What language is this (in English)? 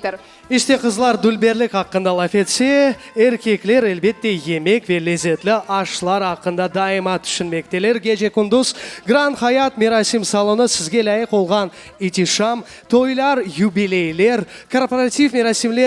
Crimean Tatar